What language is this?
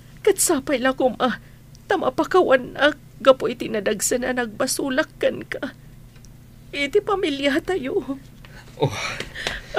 Iloko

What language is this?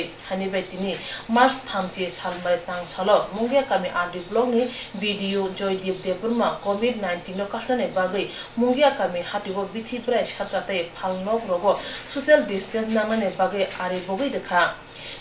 Kok Borok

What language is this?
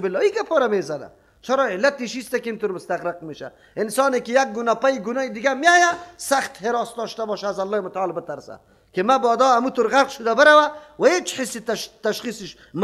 Persian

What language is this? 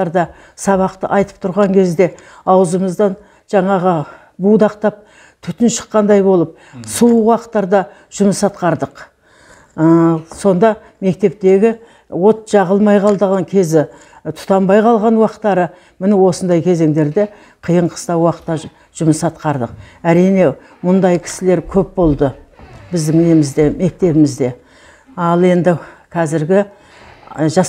Kazakh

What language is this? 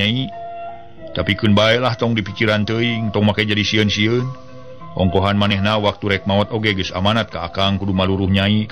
Sundanese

